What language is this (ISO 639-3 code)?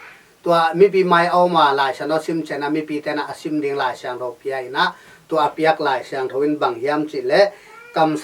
ctd